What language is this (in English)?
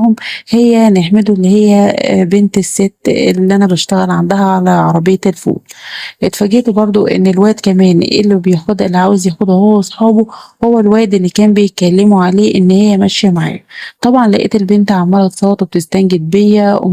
Egyptian Arabic